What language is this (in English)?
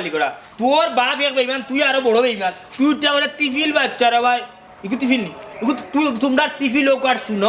Sylheti